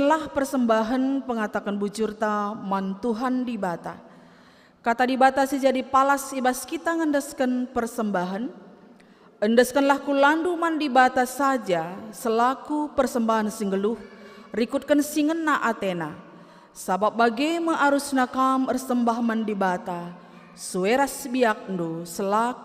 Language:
Batak Karo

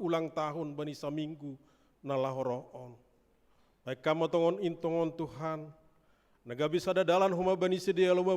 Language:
Batak Simalungun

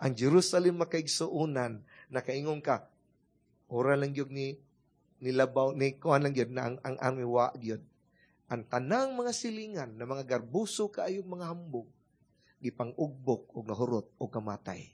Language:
Cebuano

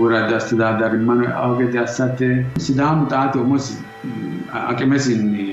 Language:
Sidamo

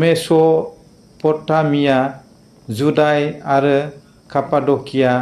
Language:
Bodo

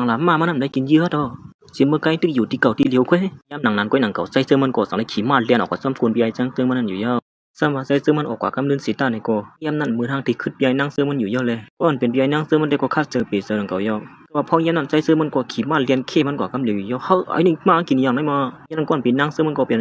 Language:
Shan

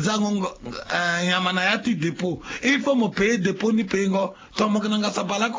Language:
Sango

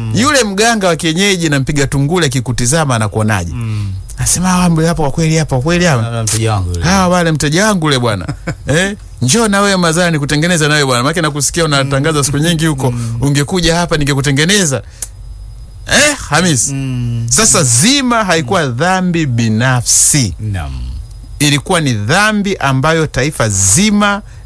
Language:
Swahili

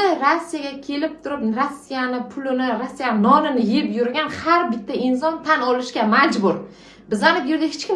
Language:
Uzbek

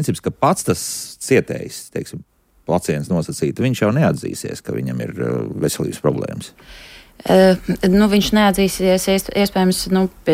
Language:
Latvian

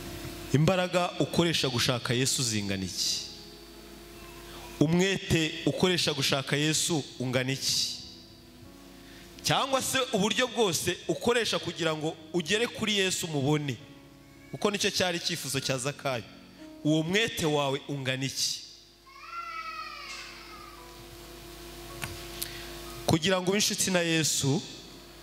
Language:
Kinyarwanda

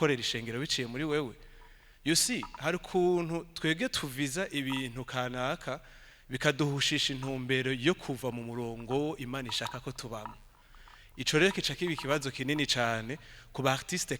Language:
Rundi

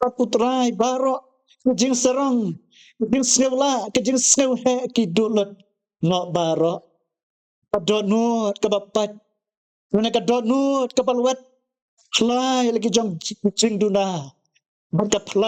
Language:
Khasi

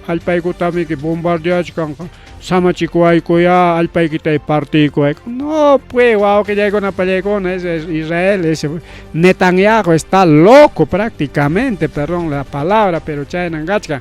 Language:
Ayacucho Quechua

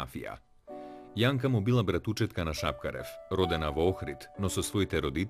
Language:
Macedonian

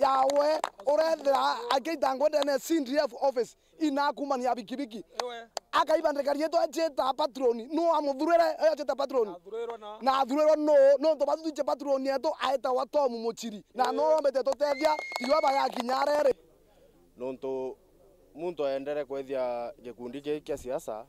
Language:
Meru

